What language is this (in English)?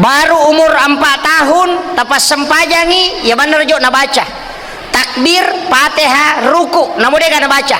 Buginese